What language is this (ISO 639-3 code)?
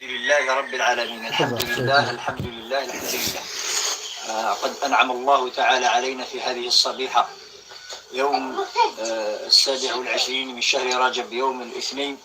kab